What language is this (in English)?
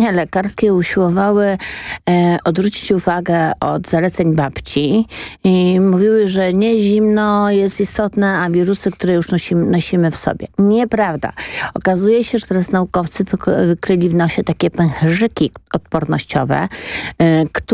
Polish